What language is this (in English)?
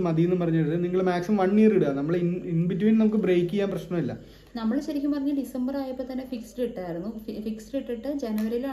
Malayalam